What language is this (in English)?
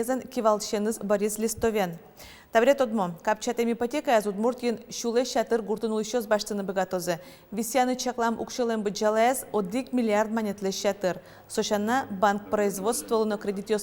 Udmurt